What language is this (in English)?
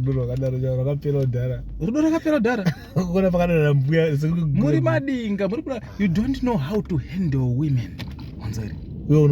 Shona